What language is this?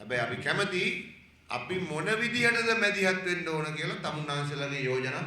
Sinhala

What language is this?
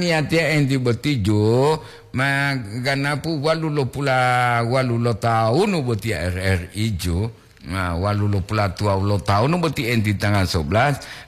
Gorontalo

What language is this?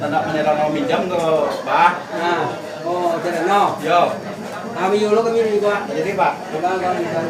Minangkabau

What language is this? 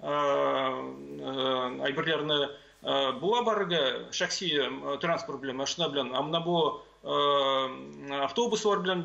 Tatar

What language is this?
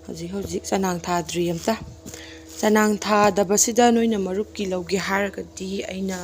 Manipuri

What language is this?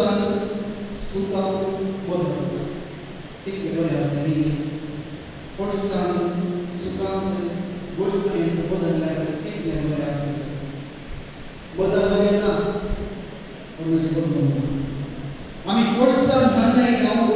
Konkani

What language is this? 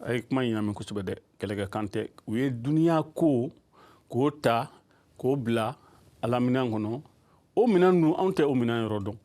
Bambara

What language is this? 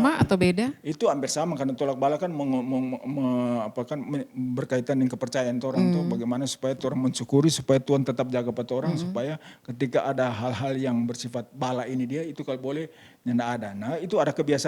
Manado Malay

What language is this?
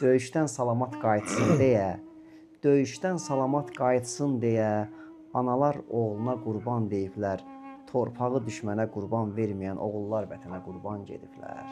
Azerbaijani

